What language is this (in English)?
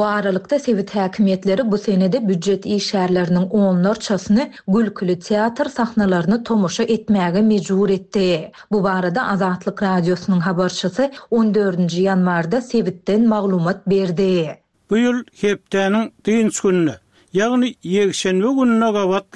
Turkmen